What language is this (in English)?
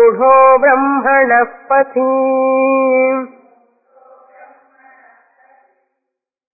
Telugu